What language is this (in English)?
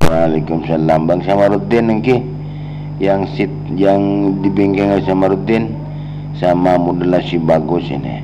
Madurese